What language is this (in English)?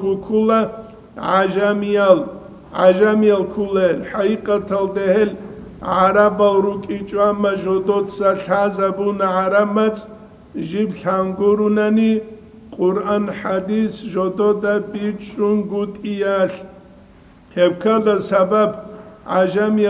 Avaric